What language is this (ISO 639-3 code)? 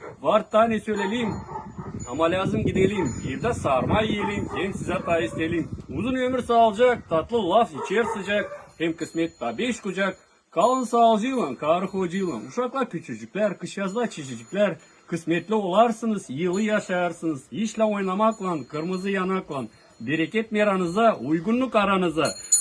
gag